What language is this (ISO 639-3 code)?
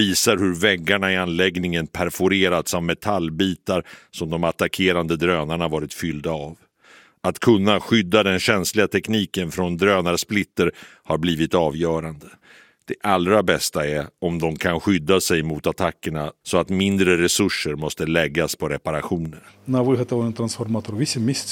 swe